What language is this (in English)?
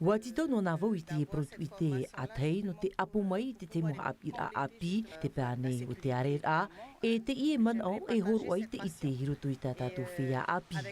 Tahitian